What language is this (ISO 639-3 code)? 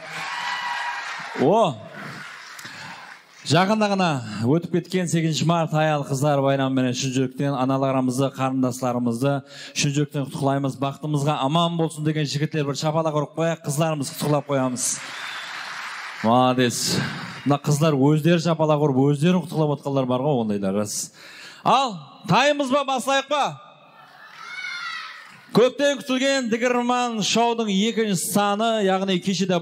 kaa